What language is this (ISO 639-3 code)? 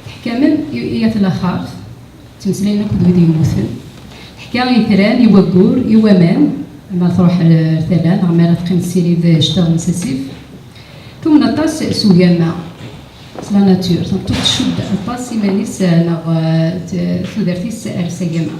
kab